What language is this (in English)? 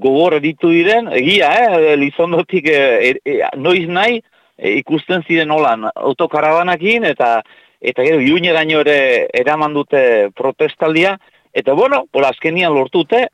Basque